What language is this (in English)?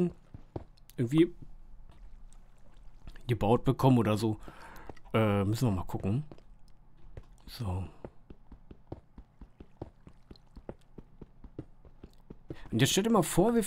German